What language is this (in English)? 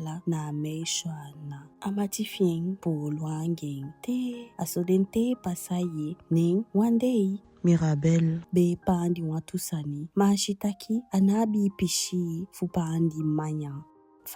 Eastern Maroon Creole